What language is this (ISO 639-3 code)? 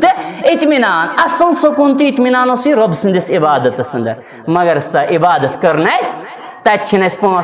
kas